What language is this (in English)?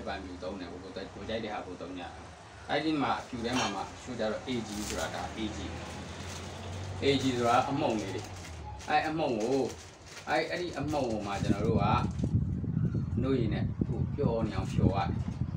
Burmese